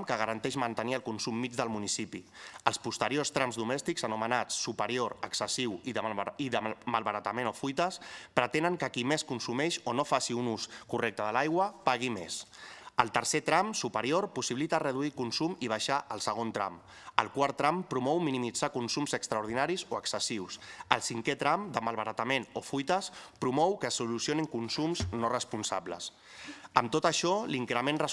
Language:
Catalan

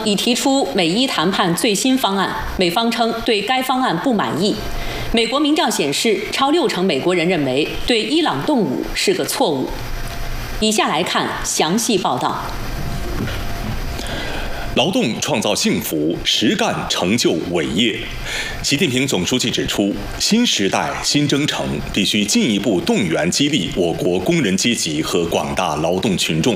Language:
Chinese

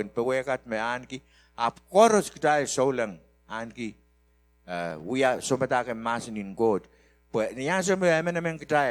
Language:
Pohnpeian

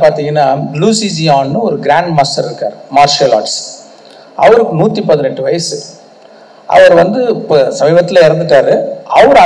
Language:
Tamil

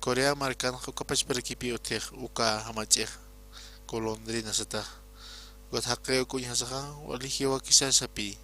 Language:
Aymara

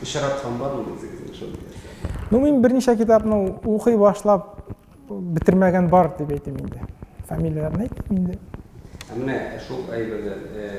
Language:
Tatar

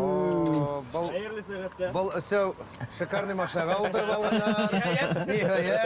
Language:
Bashkir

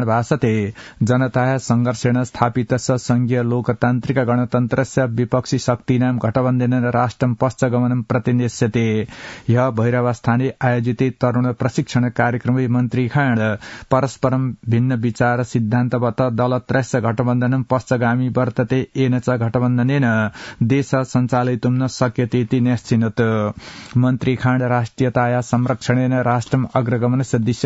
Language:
Sanskrit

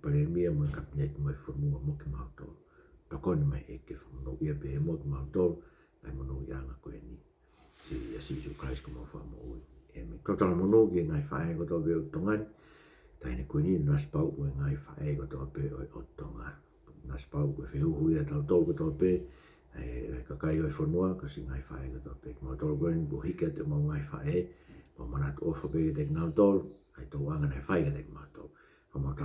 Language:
Tongan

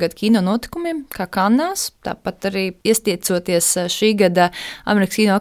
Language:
Latvian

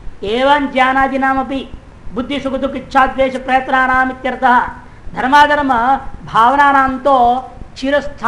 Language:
Hindi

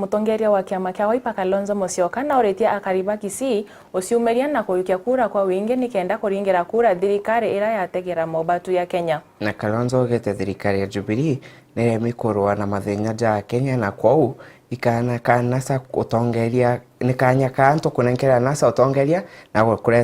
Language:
Meru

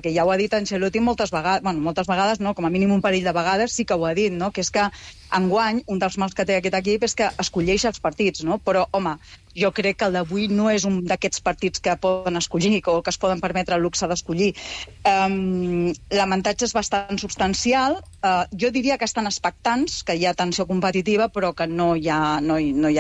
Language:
Catalan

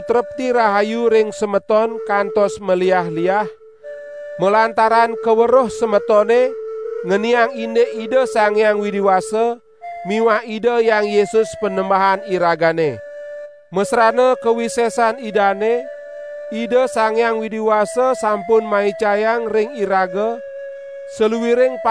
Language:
Balinese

